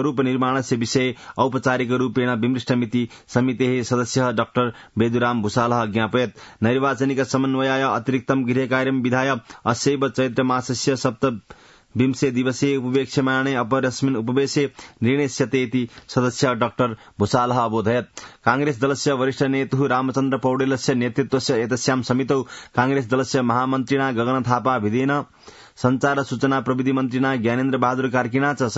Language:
Sanskrit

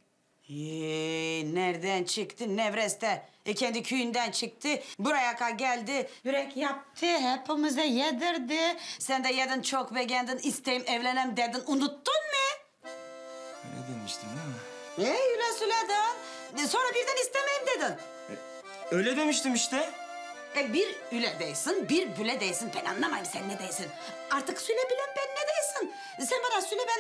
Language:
Turkish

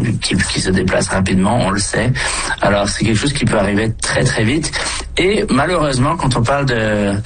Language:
French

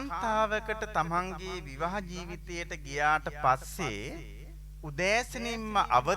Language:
Sinhala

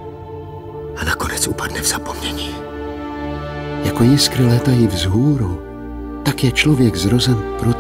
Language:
Czech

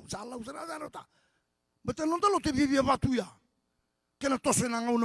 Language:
Fijian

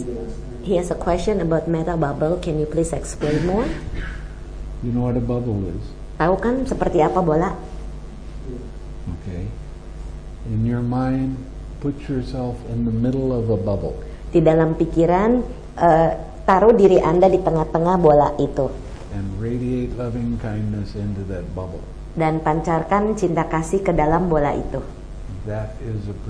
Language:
Indonesian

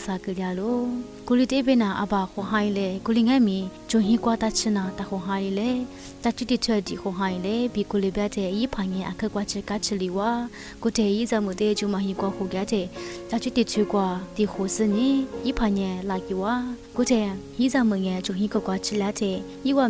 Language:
Lisu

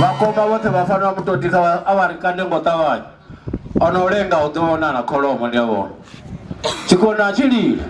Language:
Venda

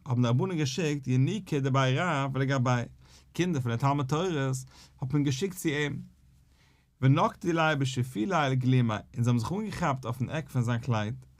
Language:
Yiddish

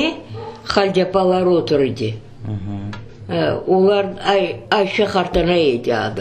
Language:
Crimean Tatar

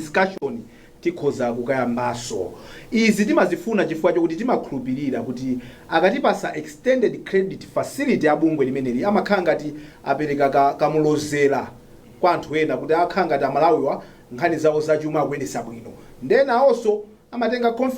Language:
Nyanja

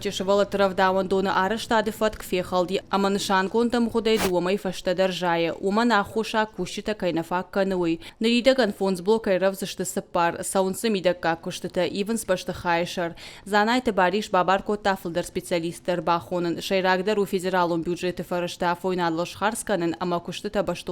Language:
Ossetic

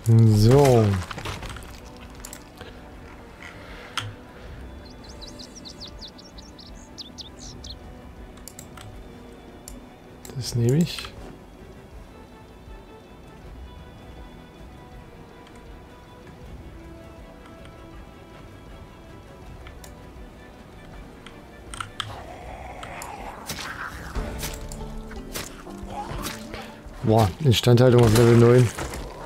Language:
German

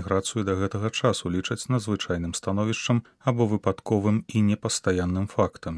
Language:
Belarusian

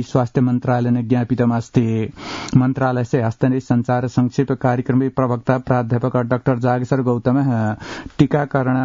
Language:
Sanskrit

